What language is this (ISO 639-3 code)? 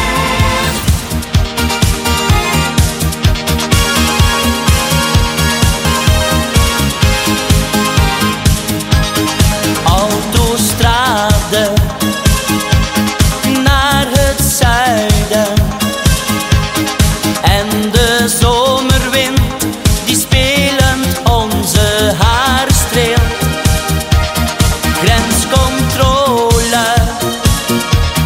nld